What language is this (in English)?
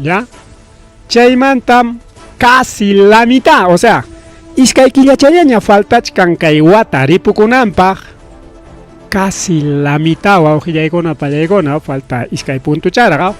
Ayacucho Quechua